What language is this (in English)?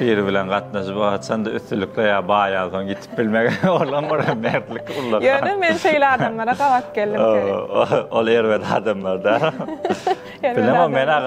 Turkmen